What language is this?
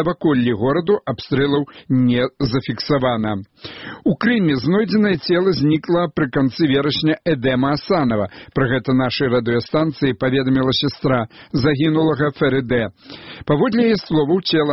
Belarusian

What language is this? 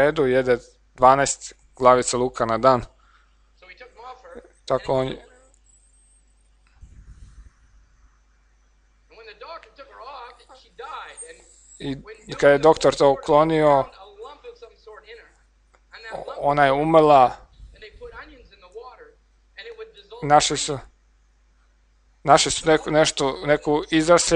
Croatian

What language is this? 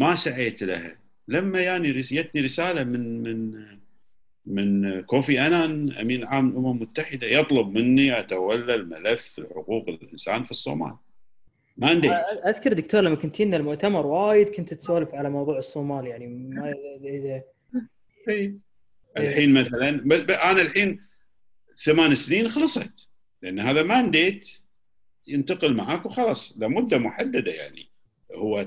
Gulf Arabic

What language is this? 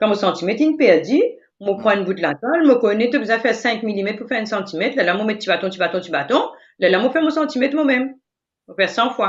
Morisyen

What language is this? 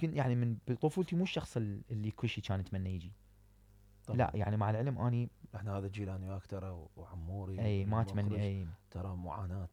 Mesopotamian Arabic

